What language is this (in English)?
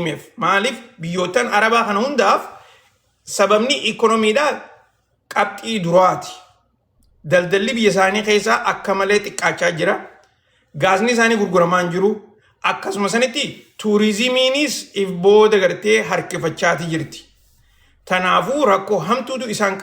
Oromo